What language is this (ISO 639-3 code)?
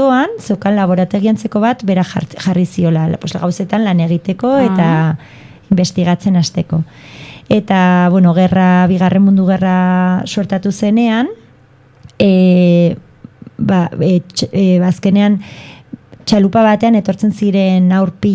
eus